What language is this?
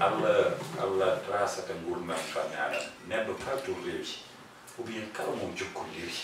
Fula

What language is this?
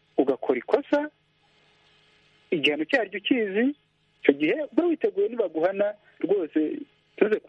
Kinyarwanda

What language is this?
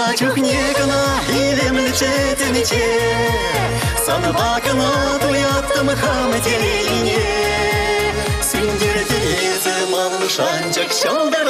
Chuvash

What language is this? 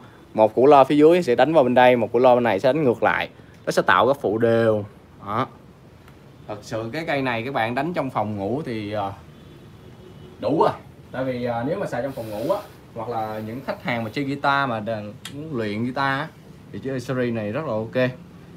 Vietnamese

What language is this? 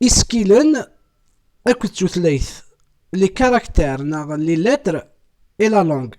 Kabyle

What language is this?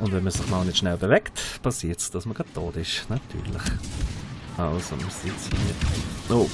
Swiss German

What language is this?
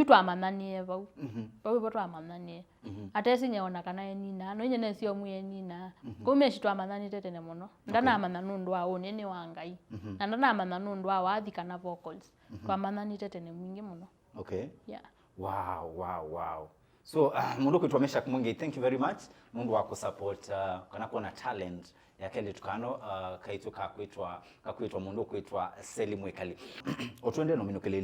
Kamba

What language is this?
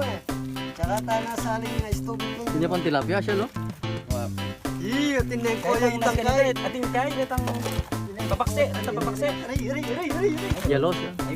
Pampanga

